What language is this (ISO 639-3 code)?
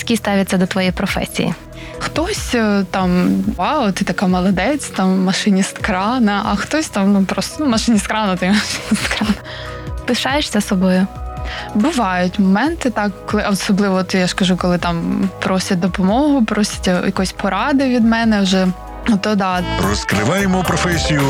ukr